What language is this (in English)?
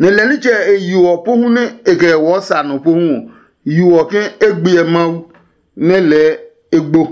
Adangme